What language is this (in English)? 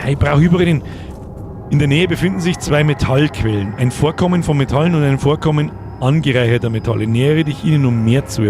Bavarian